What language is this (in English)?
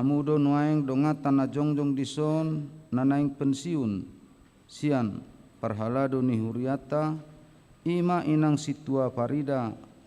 Batak Toba